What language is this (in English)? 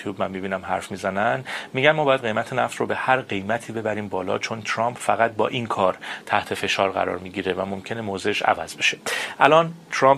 Persian